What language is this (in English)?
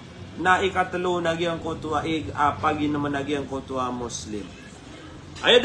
Maranao